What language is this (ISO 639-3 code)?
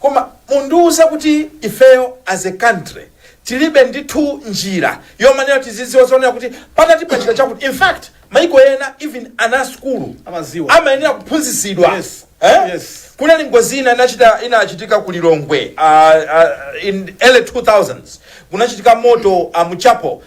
nya